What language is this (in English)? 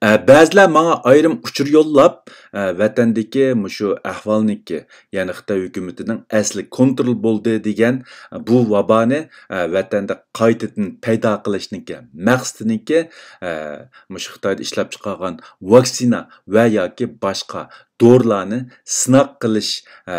Uyghur